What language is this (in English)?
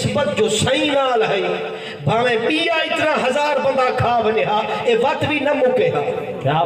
Saraiki